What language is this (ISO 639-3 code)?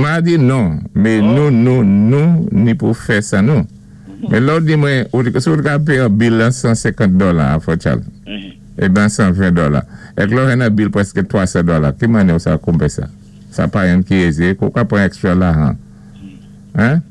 acf